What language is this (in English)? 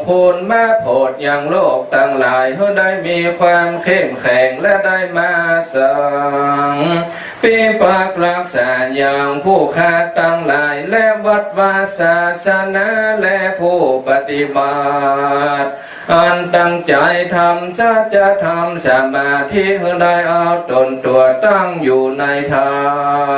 Pali